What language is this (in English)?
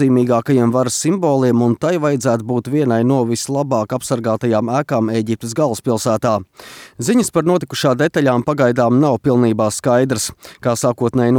Latvian